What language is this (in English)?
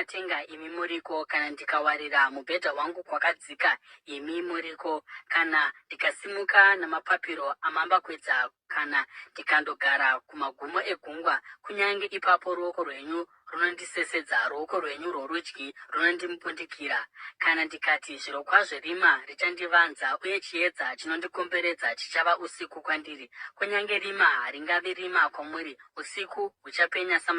Shona